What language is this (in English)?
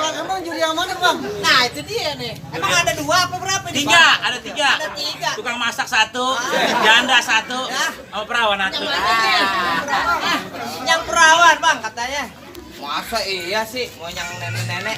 Betawi